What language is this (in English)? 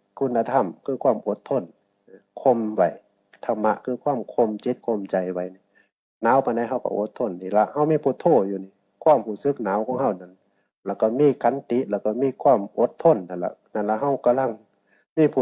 Northeastern Thai